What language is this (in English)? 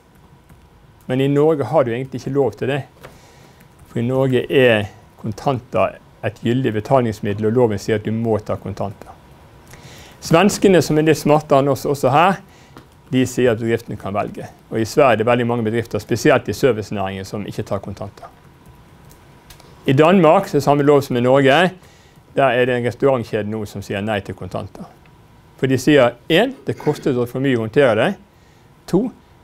Norwegian